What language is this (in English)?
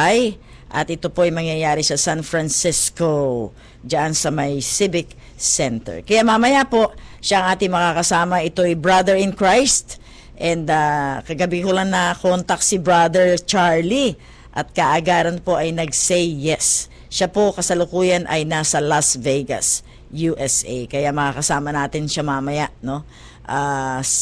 Filipino